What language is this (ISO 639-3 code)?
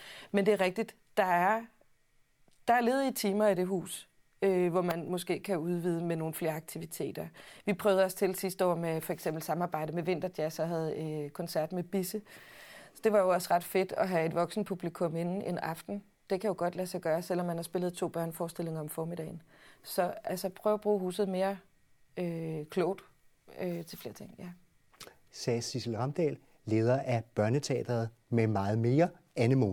dan